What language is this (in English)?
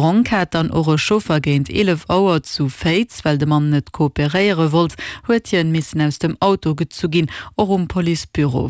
Luxembourgish